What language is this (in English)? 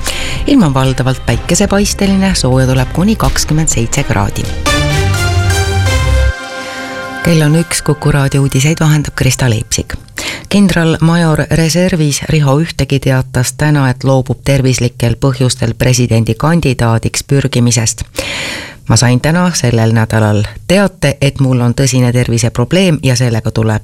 Estonian